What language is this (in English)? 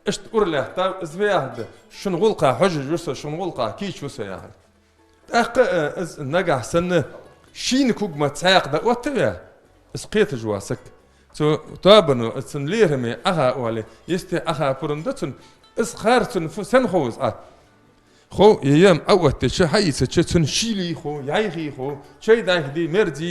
Ingush